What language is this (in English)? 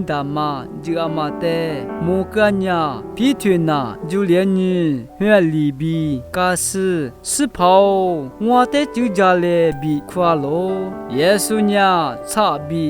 Lisu